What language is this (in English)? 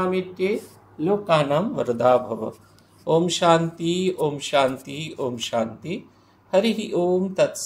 Bangla